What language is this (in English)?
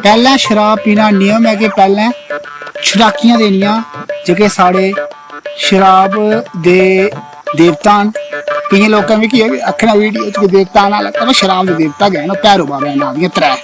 Dogri